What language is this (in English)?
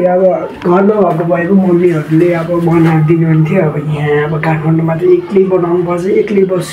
Nepali